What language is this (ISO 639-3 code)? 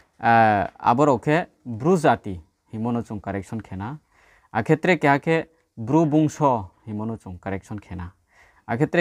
ria